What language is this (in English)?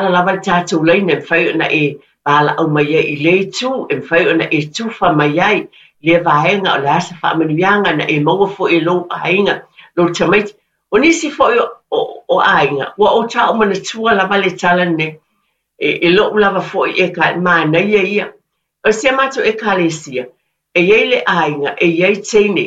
Samoan